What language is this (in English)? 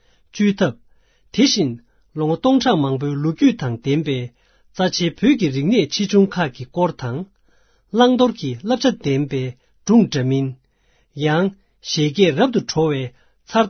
Tibetan